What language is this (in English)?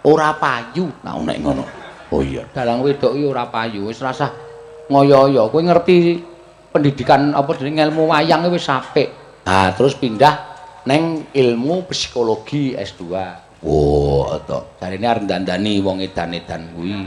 Javanese